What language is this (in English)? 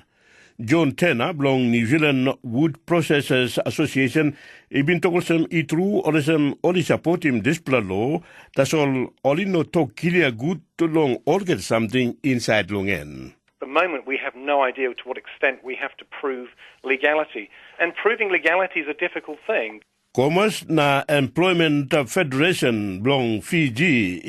Tok Pisin